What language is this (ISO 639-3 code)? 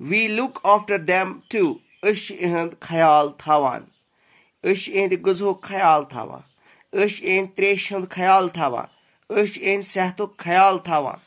kas